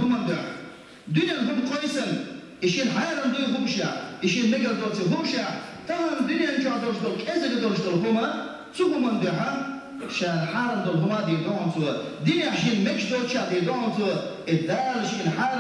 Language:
Chechen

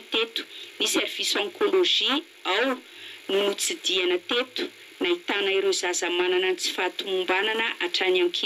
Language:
Malagasy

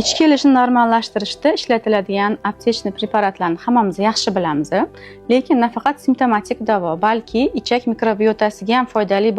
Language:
Uzbek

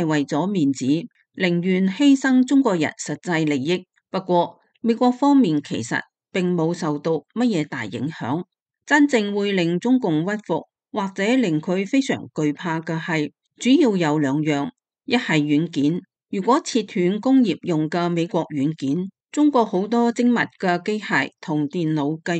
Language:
Cantonese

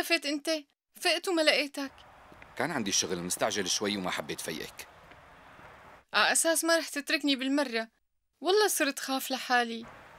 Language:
North Levantine Arabic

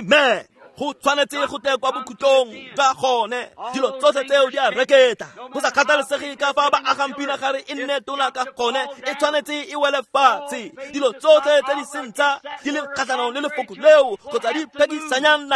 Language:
Tswana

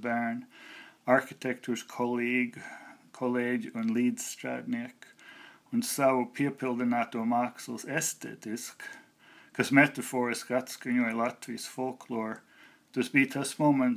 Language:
Latvian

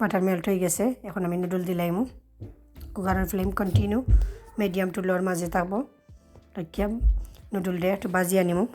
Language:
Sylheti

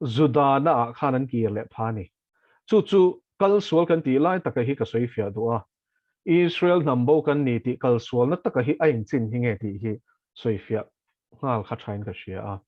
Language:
Mizo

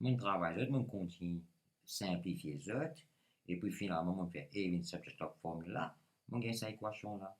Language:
Morisyen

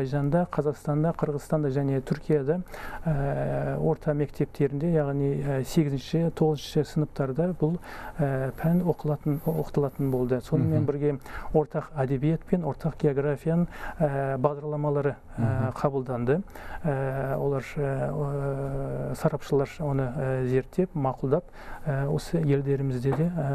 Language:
Kazakh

